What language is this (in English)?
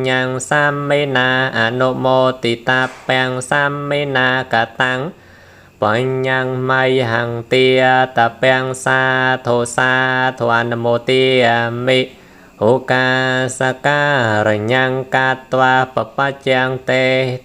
Khmer